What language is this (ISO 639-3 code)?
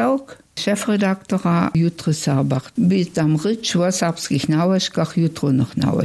hsb